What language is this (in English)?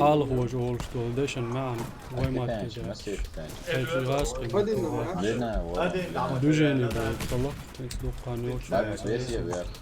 Chechen